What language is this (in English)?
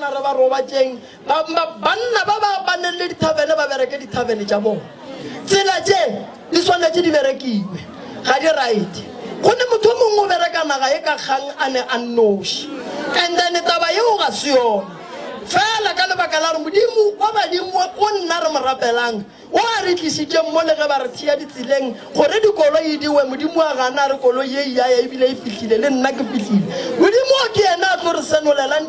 Northern Sotho